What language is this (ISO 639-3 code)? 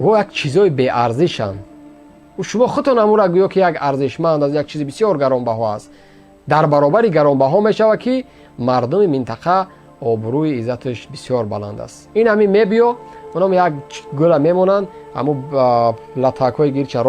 tgk